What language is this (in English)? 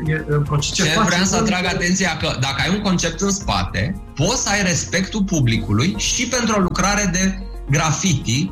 Romanian